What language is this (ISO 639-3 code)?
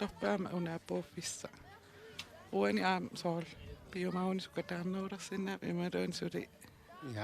kal